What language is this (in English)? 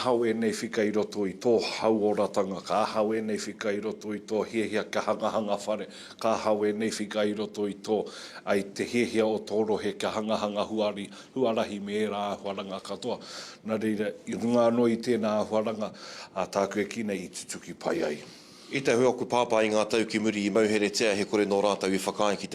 Māori